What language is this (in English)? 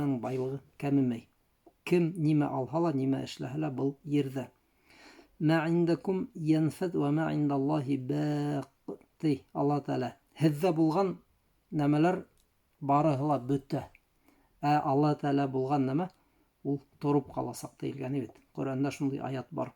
Bashkir